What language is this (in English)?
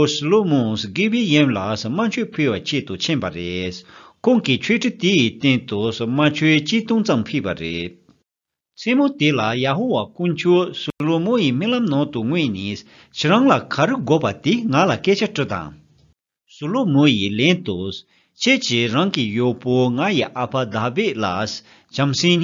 Tibetan